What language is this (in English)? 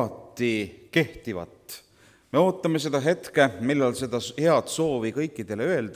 Estonian